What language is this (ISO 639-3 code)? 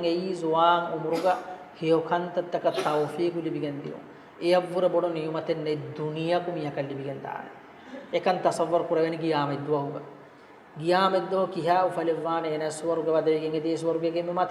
div